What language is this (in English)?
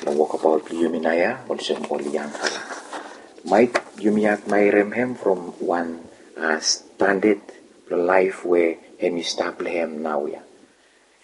Bislama